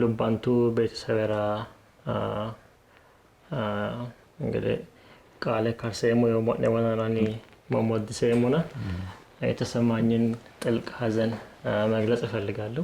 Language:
Sidamo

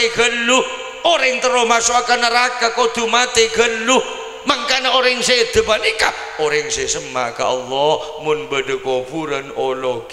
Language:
Madurese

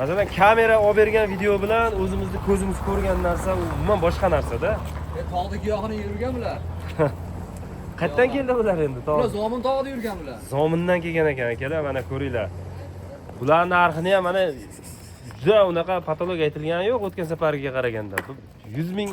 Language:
Uzbek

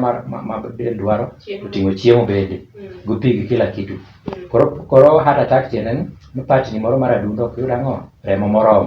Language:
Luo (Kenya and Tanzania)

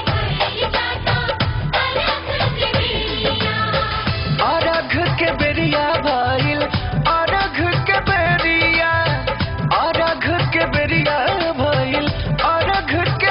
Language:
Bhojpuri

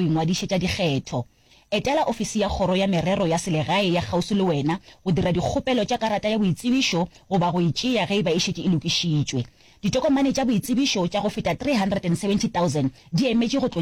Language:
Northern Sotho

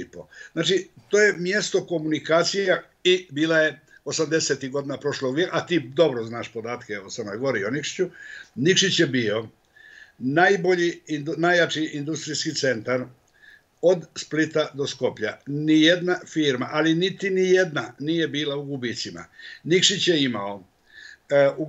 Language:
Bosnian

